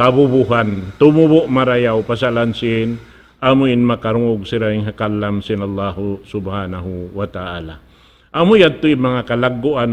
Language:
Tausug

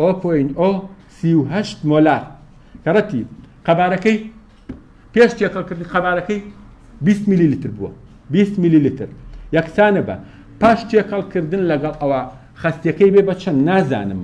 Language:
Central Kurdish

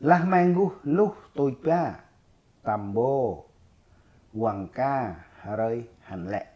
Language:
Central Mnong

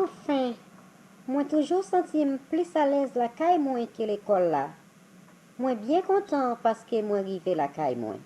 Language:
Haitian Creole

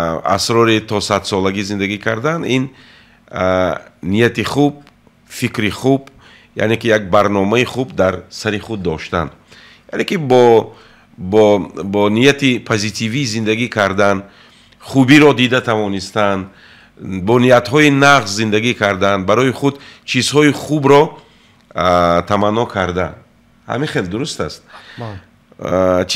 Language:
Tajik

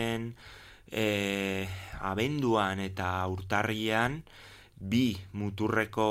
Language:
Basque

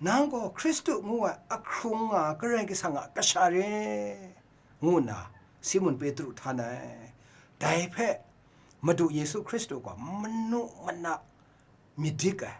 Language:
Kachin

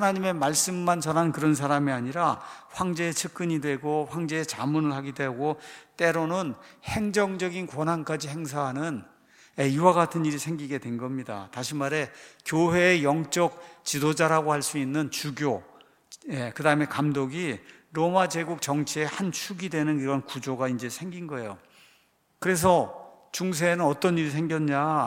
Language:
Korean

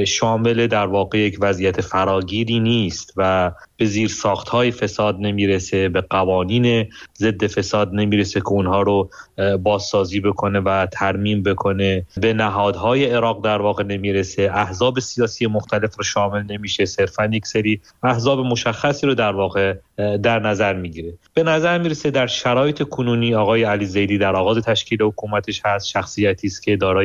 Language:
Persian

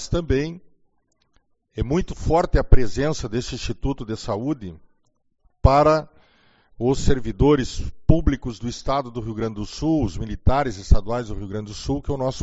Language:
Portuguese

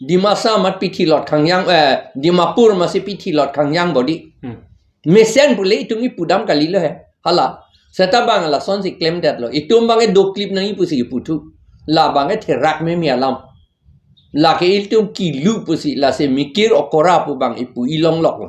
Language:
Karbi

